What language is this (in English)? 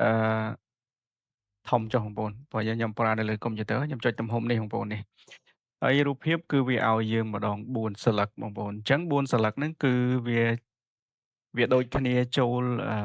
Khmer